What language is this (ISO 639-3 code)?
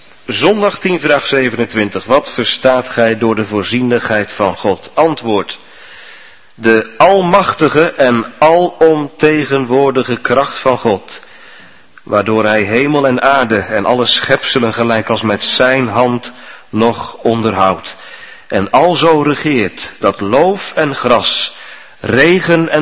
nld